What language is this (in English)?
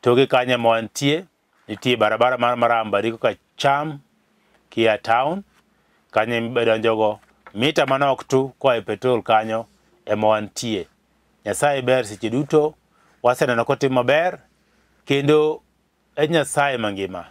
Luo (Kenya and Tanzania)